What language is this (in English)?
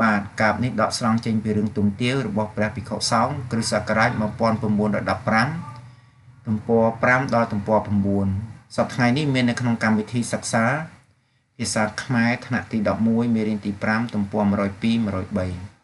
Khmer